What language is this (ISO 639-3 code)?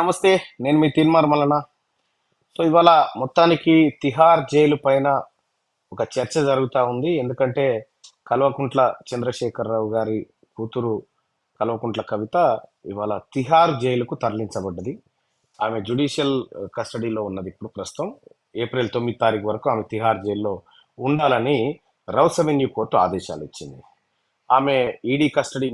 tel